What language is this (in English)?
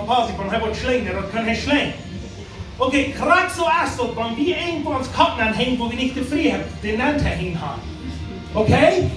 Plautdietsch